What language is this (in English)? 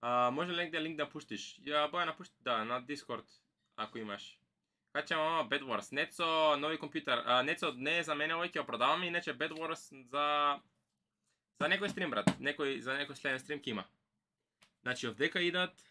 Macedonian